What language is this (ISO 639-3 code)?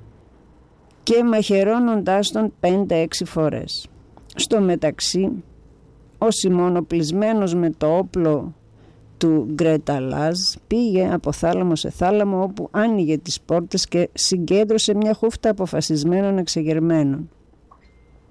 ell